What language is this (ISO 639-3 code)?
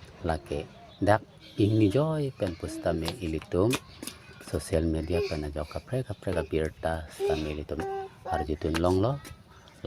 mjw